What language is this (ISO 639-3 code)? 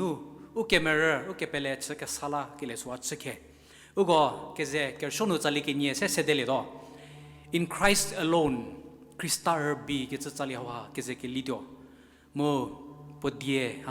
njm